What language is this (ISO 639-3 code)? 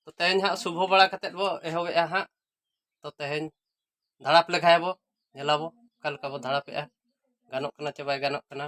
sat